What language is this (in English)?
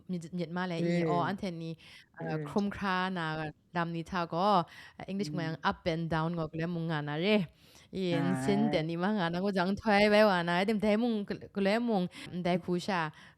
Kachin